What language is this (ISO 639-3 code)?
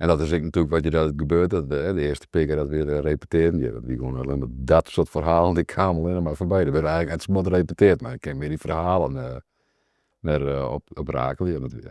fry